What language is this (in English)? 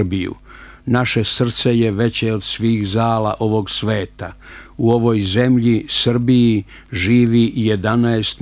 Serbian